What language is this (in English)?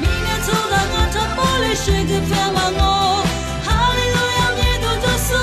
Lisu